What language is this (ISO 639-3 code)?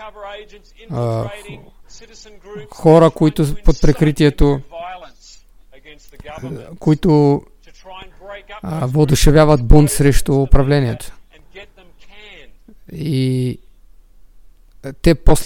bul